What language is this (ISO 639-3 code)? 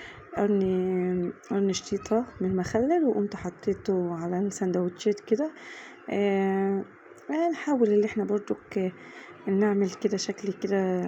arz